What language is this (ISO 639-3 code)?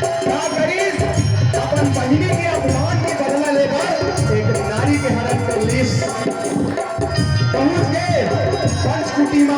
hne